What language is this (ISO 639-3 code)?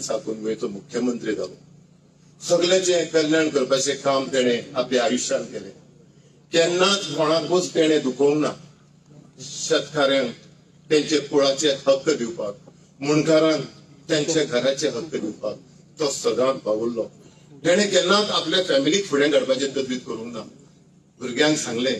kok